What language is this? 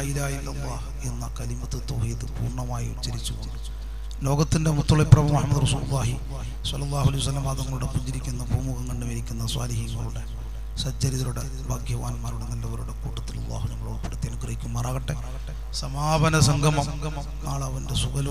Malayalam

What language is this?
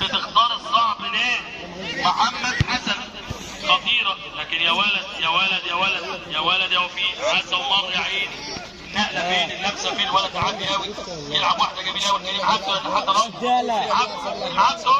Egyptian Arabic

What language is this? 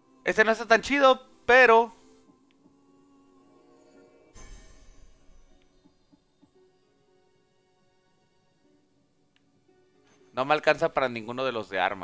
Spanish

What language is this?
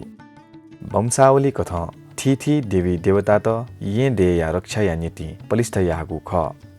Newari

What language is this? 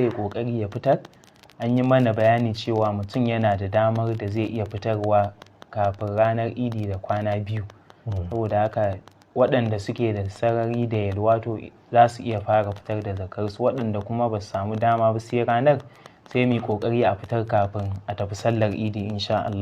Hausa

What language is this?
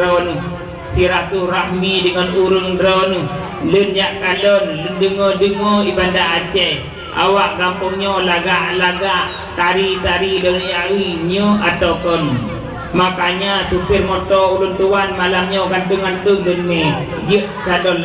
Achinese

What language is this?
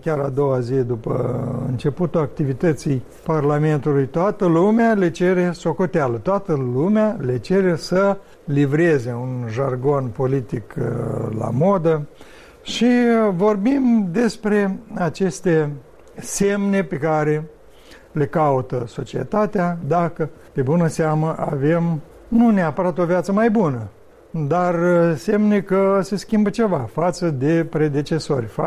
Romanian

